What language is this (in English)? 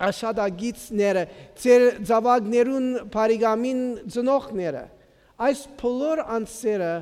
Armenian